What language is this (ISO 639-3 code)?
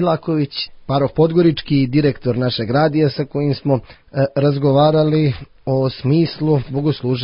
srp